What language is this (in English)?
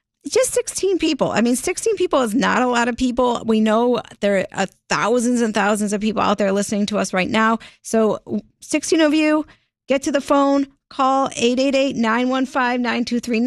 English